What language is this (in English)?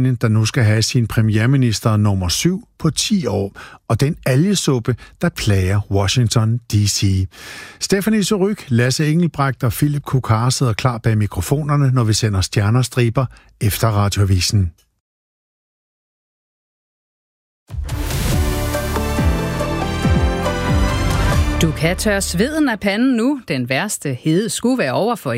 Danish